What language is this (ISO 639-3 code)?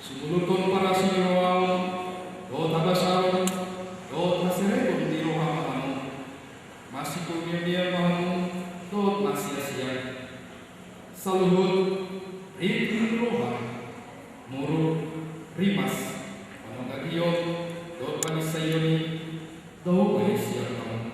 bbc